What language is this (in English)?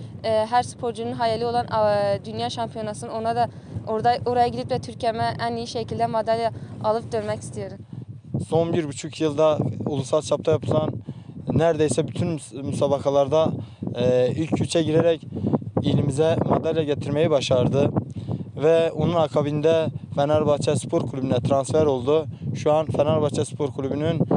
Turkish